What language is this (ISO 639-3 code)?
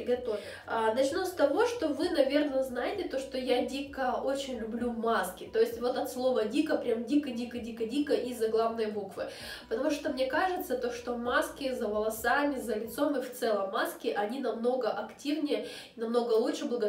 rus